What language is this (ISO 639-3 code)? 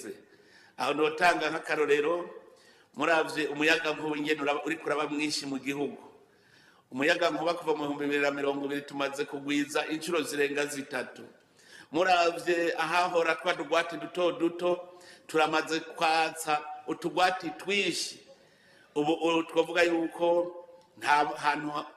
run